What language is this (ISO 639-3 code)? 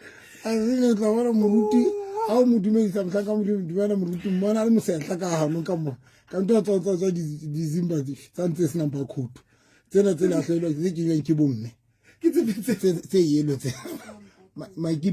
sot